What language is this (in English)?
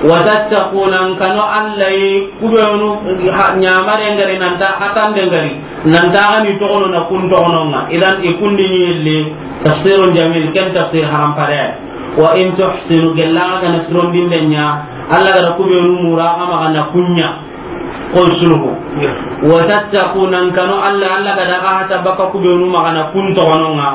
Soninke